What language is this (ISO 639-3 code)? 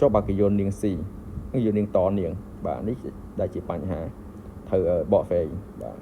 khm